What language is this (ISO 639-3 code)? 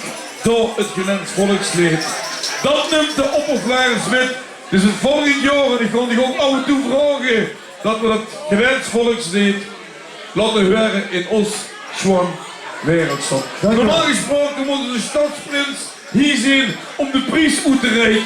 lim